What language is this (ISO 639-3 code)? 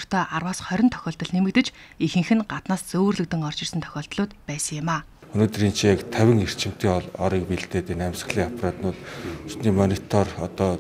mon